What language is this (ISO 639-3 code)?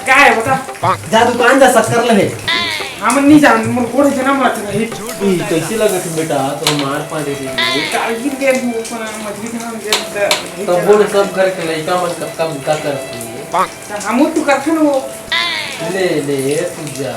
hne